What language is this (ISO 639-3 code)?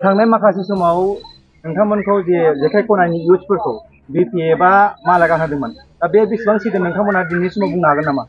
brx